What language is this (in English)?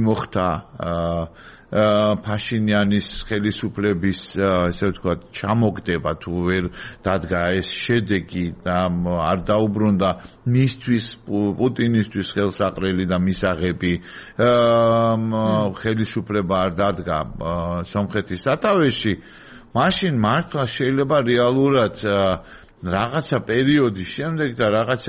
Georgian